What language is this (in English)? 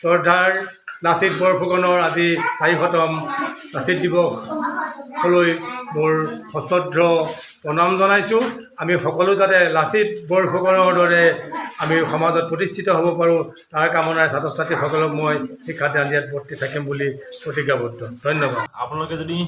Assamese